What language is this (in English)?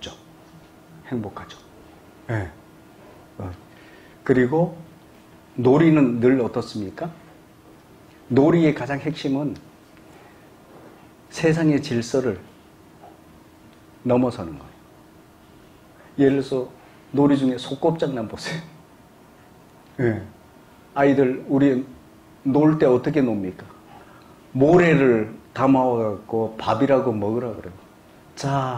Korean